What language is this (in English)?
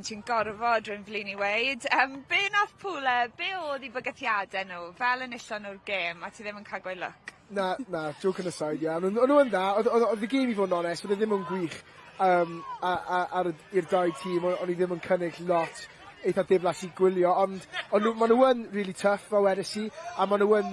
Welsh